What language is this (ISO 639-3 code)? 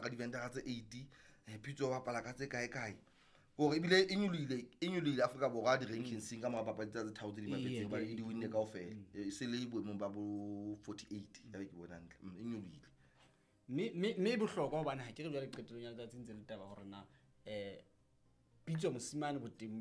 sot